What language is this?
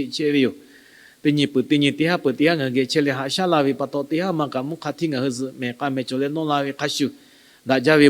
Lahu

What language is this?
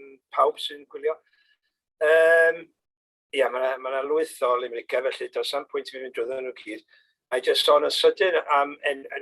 Welsh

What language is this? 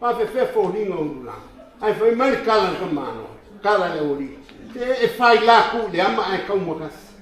Samoan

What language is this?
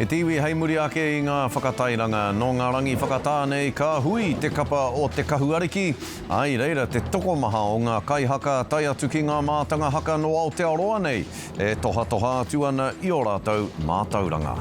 Māori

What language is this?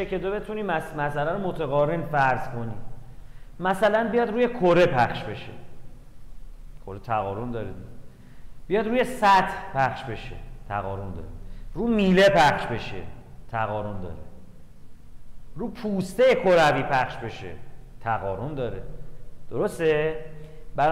Persian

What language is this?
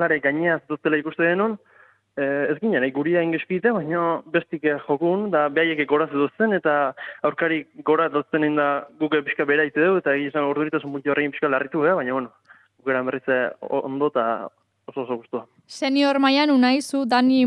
Basque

